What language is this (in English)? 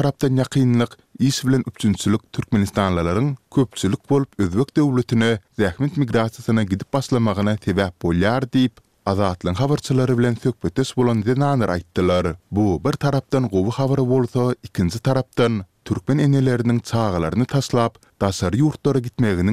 Turkmen